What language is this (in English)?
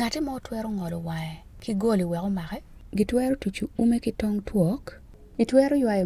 Acoli